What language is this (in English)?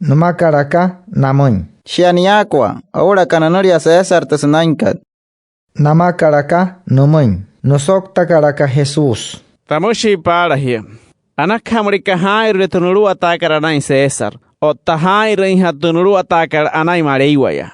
Wayuu